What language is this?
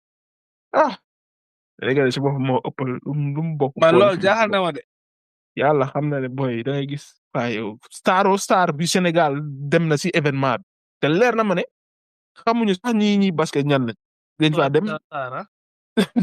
Wolof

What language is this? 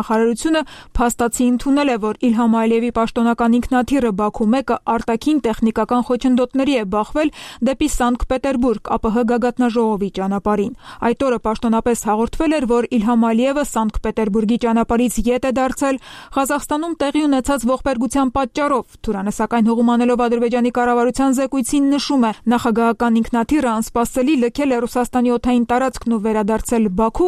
Armenian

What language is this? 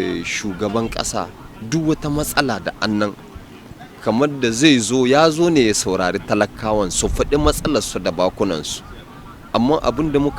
Hausa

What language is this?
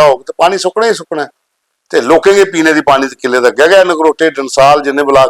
Dogri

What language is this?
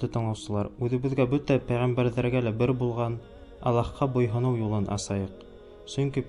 Bashkir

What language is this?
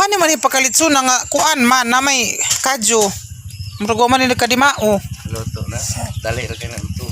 Cebuano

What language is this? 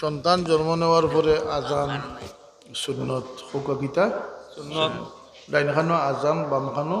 Sylheti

